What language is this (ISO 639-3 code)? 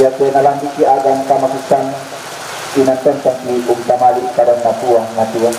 sda